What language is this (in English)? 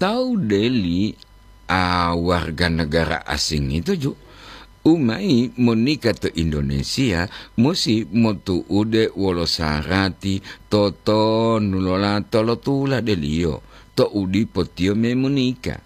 Gorontalo